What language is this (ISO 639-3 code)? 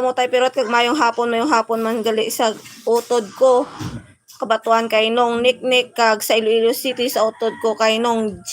hil